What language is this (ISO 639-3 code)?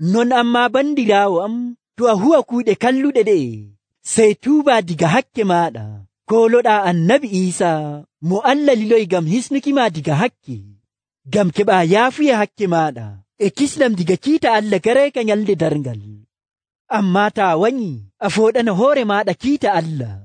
fuv